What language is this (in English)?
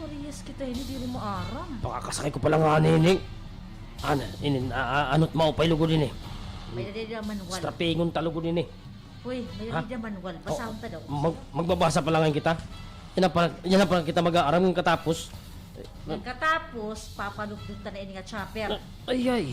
Waray